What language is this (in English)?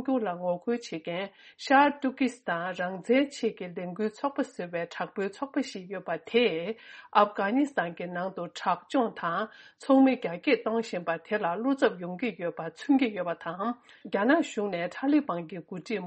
Tibetan